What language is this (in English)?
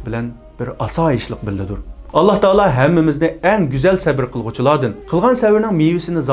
Uyghur